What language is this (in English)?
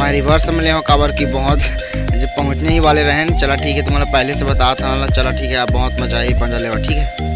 Chhattisgarhi